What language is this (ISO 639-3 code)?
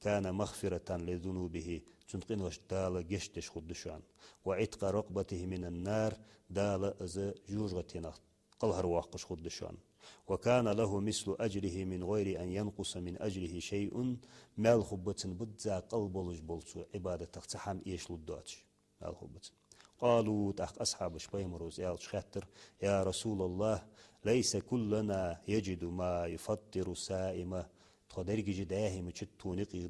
inh